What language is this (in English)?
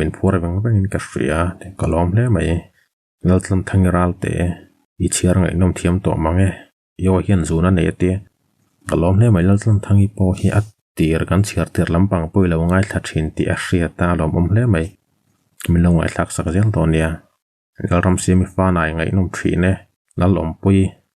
Mizo